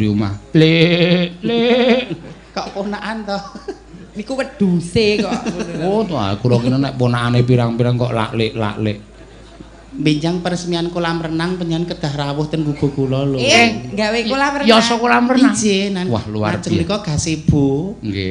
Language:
Javanese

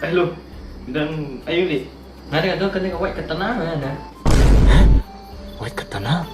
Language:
Khasi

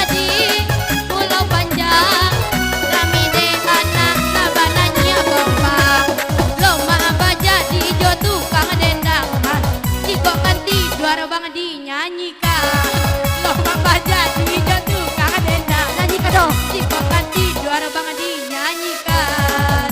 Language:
Minangkabau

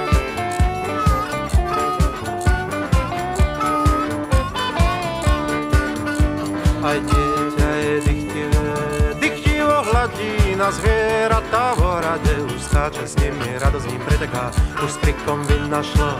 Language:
Slovak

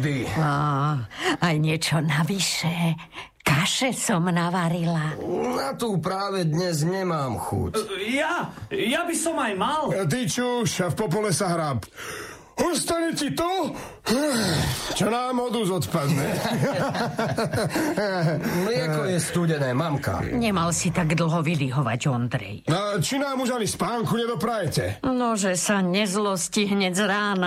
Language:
Slovak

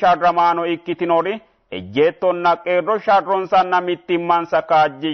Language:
Sidamo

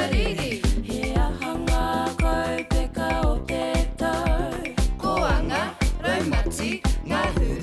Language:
Māori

